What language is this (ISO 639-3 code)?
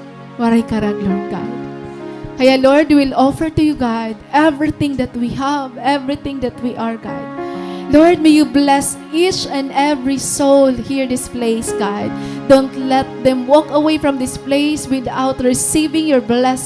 war